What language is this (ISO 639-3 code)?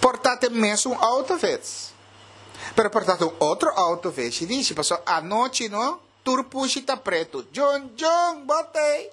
pap